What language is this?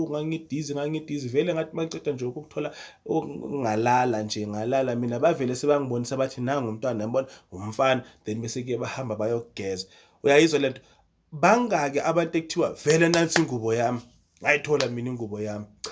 Zulu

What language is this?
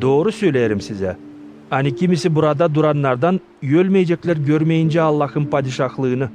Gagauz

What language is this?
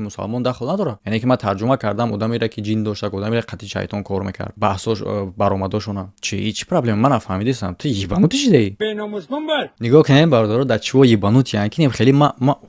Tajik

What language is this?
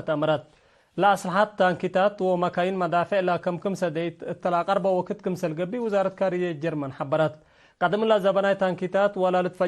Tigre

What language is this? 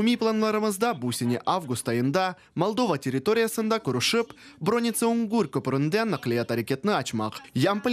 Crimean Tatar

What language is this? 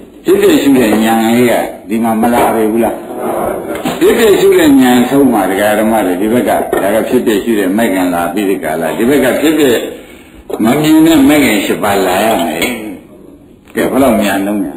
Burmese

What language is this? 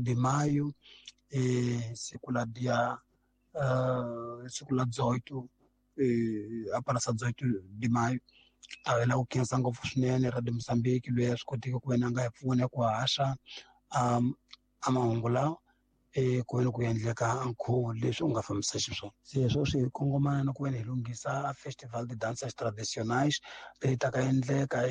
Tsonga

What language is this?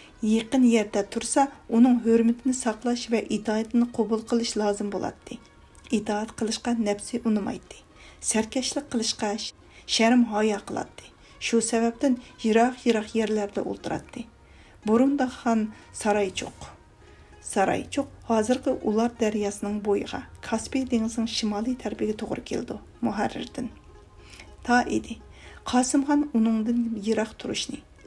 Uyghur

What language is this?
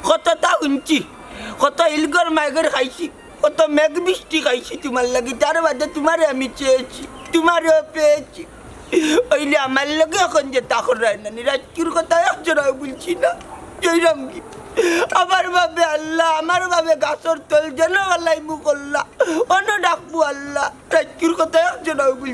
Sylheti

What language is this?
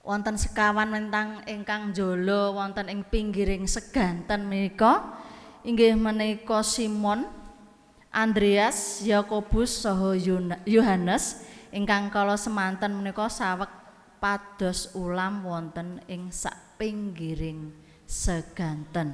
Javanese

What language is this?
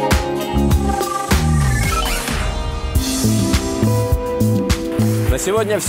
Russian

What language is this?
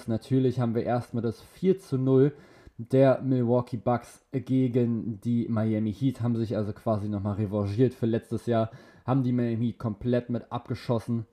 German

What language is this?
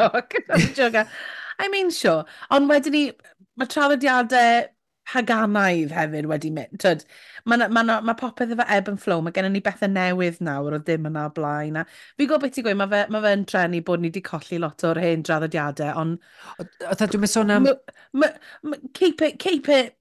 Welsh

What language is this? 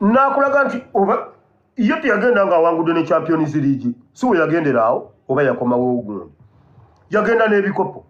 Ganda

